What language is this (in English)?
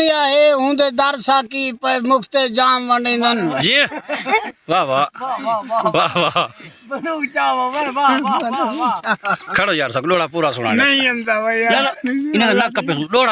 Saraiki